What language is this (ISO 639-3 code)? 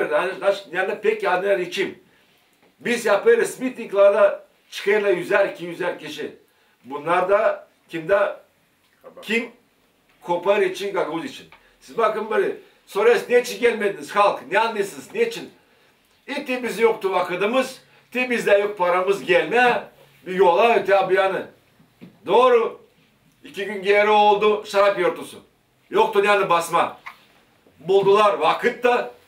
gag